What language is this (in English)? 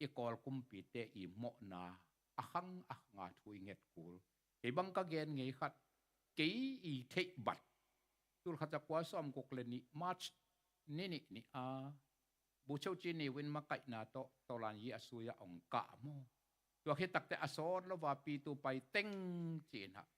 Tedim Chin